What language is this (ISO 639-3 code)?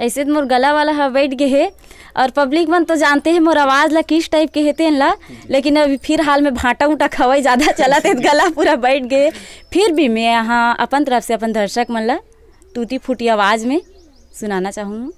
hne